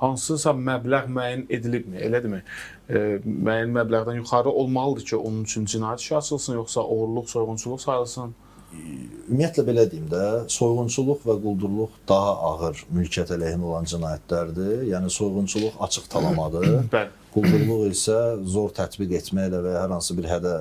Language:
Azerbaijani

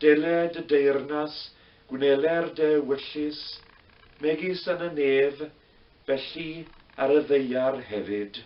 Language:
Welsh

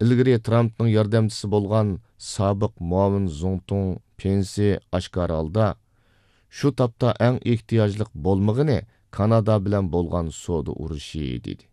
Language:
Uyghur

